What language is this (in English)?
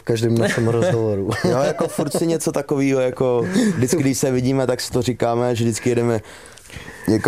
Czech